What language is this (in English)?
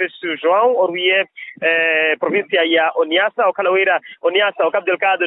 Makhuwa